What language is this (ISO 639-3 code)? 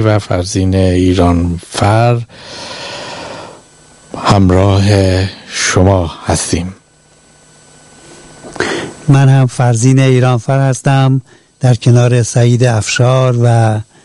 fas